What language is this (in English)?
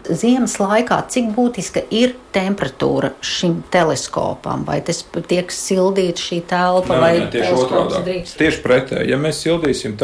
Latvian